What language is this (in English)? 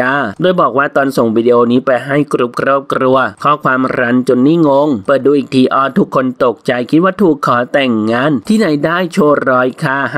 Thai